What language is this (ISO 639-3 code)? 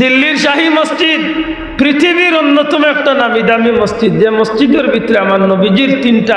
syl